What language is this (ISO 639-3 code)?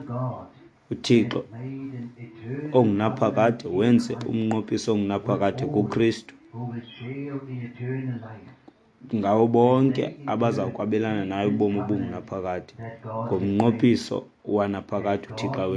xho